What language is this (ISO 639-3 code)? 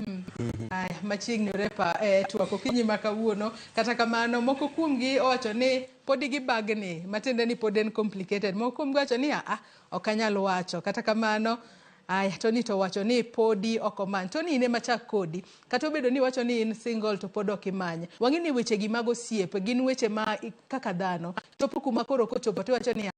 luo